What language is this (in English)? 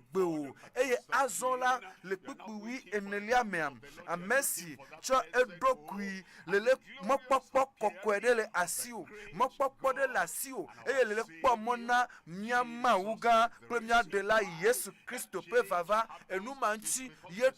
Ewe